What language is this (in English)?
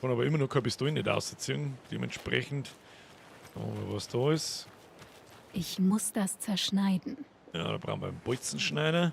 Bavarian